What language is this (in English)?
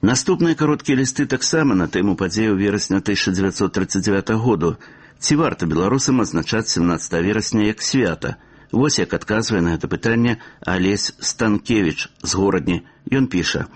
Belarusian